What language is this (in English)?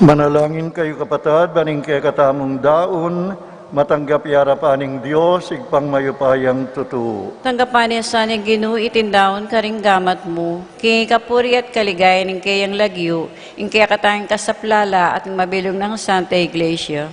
Pampanga